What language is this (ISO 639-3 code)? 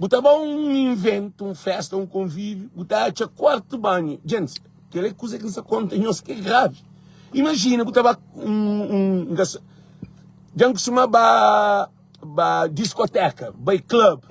kea